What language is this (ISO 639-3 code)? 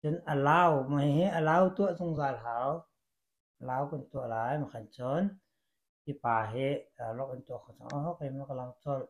cnh